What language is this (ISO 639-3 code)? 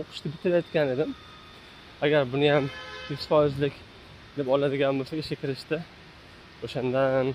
uzb